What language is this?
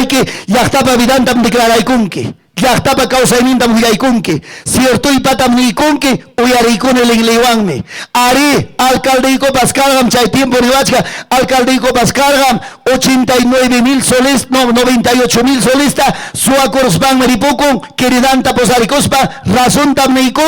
Ayacucho Quechua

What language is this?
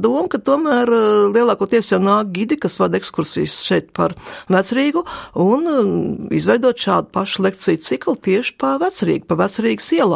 Latvian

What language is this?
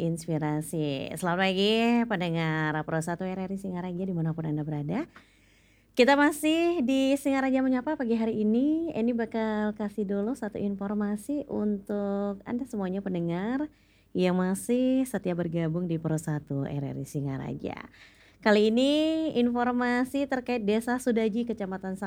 Indonesian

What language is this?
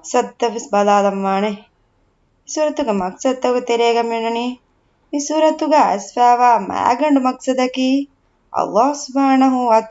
Divehi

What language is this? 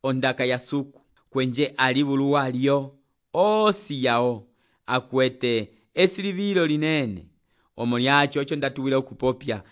Umbundu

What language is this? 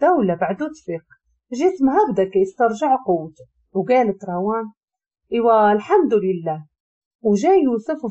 Moroccan Arabic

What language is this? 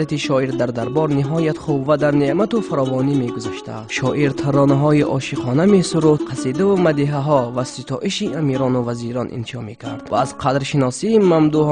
Tajik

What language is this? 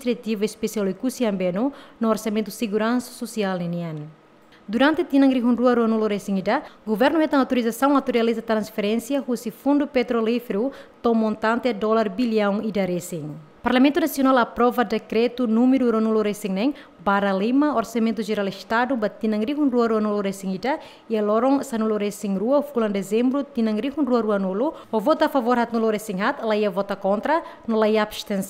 Tetum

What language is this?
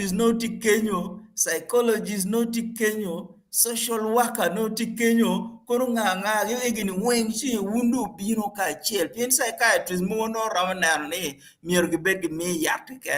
Acoli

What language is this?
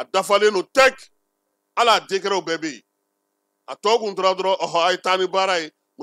Bambara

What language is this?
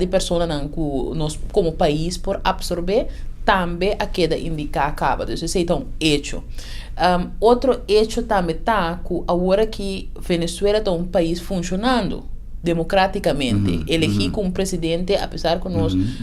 Papiamento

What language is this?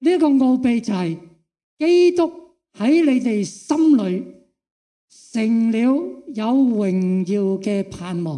Cantonese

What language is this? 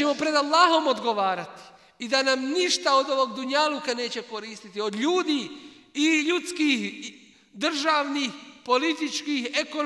Bosnian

